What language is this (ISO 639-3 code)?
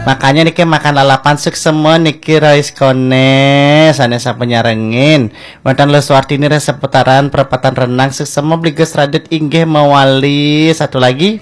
ban